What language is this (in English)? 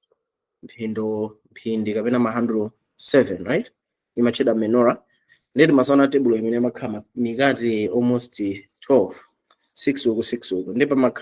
Nyanja